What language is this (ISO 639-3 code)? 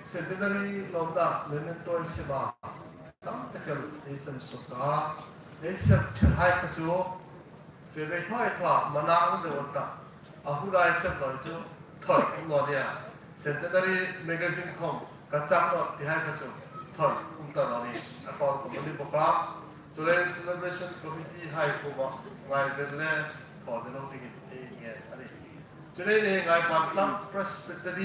hmr